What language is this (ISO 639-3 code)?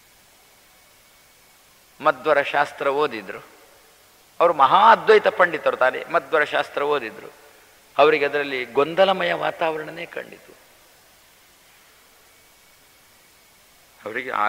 kan